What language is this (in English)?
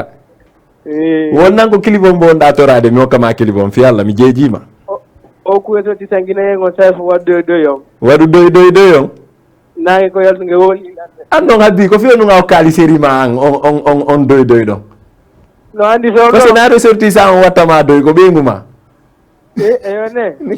Fula